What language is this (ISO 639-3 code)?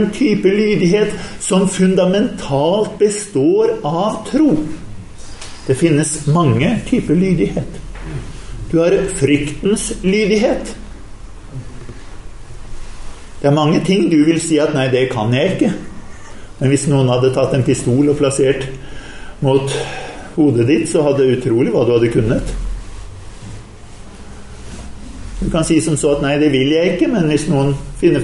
nor